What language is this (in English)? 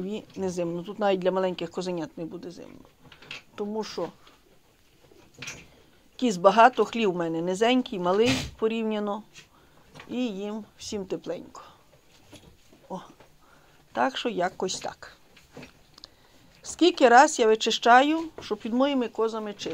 Ukrainian